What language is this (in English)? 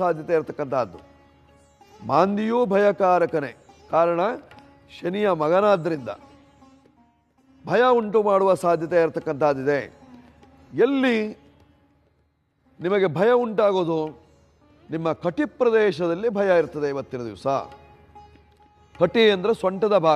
Kannada